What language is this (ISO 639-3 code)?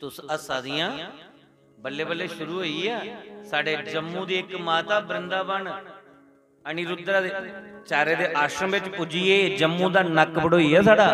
doi